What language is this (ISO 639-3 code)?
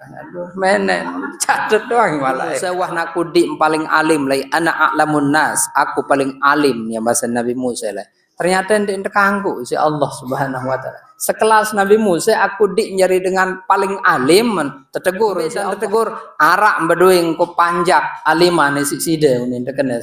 sas